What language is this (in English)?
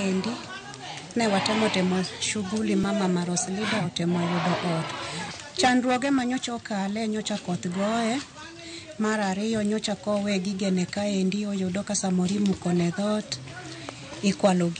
Luo (Kenya and Tanzania)